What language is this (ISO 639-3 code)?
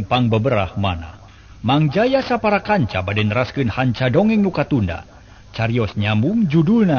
sun